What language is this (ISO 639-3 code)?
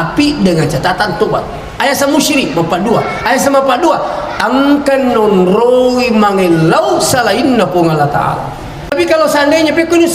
bug